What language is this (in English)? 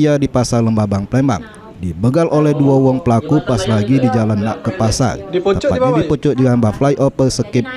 Musi